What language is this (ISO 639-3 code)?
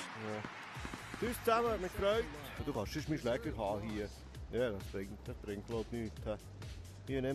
gsw